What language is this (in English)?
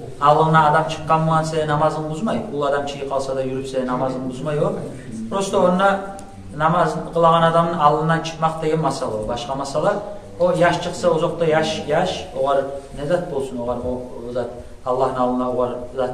Kumyk